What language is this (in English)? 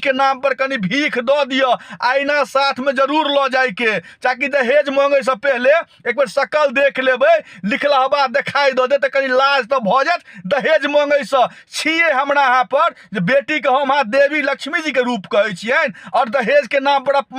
Maithili